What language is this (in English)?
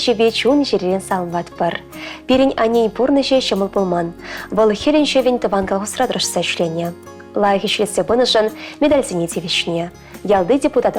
Chuvash